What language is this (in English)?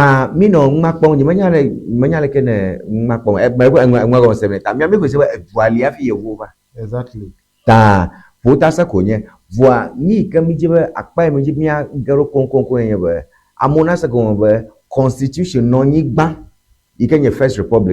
Ewe